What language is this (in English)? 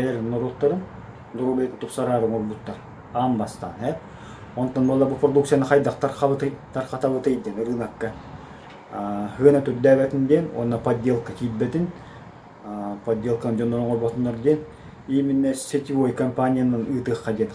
Yakut